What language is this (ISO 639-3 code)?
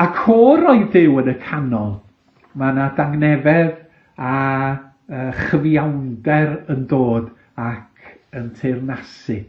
cym